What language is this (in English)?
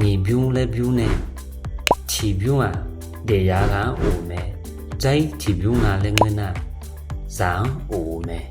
Akha